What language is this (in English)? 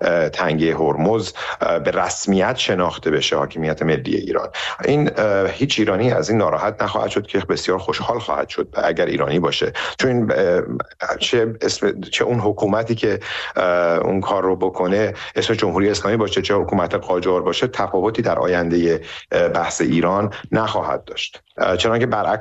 Persian